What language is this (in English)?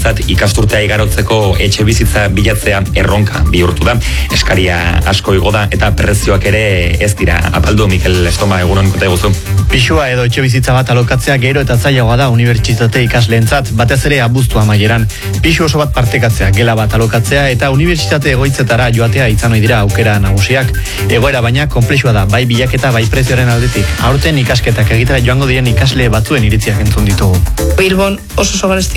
Basque